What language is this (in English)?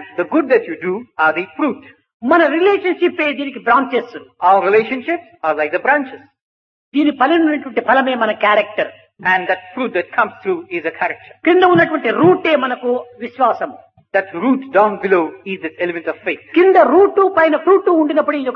Telugu